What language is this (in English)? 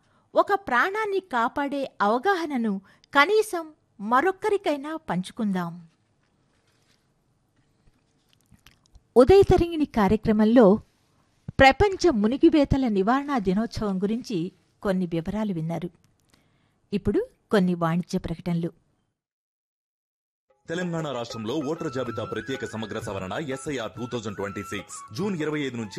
Telugu